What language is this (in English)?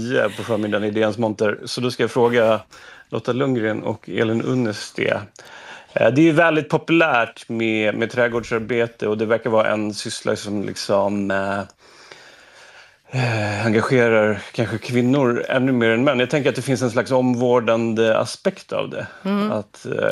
Swedish